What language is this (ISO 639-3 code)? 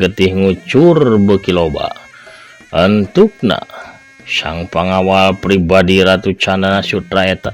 sun